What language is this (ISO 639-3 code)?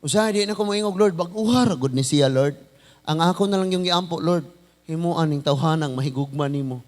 ceb